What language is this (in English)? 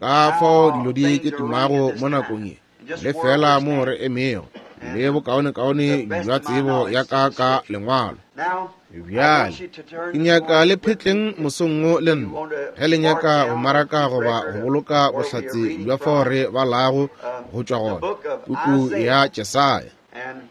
Northern Sotho